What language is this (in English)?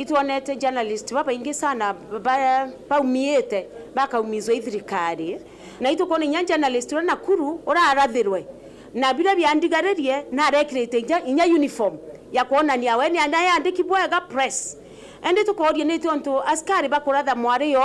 Meru